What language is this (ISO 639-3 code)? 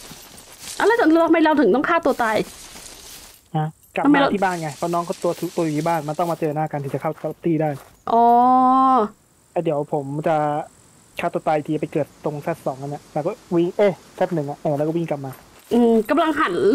tha